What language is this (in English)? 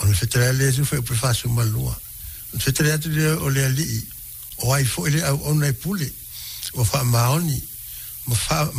Samoan